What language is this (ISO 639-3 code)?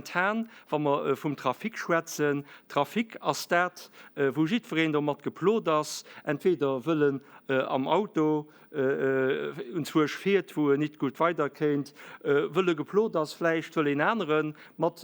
ltz